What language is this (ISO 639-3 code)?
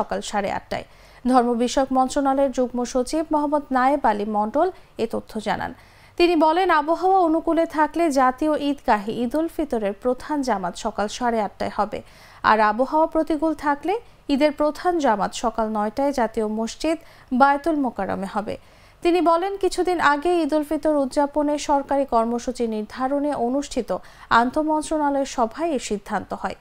ben